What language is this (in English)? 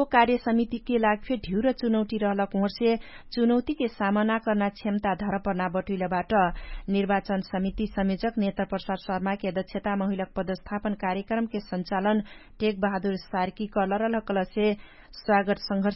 Dangaura Tharu